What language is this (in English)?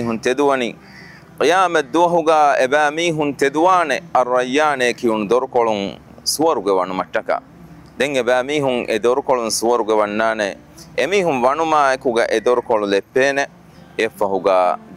Divehi